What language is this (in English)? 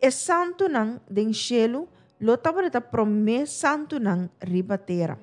Papiamento